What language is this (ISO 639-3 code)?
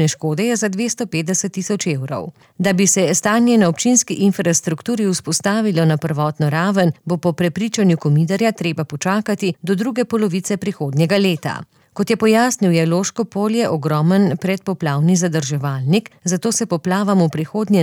slv